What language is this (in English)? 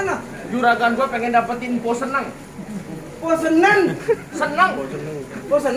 Betawi